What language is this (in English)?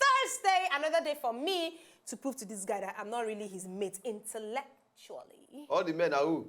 Nigerian Pidgin